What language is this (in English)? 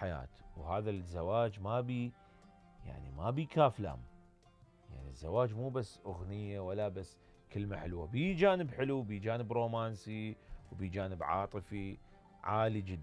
Mesopotamian Arabic